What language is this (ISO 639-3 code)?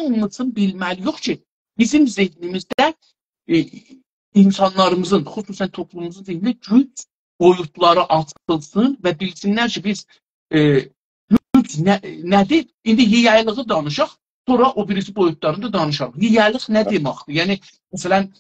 azb